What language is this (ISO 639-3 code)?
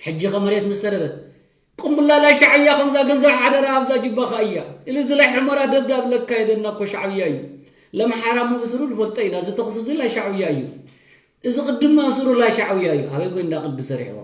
tir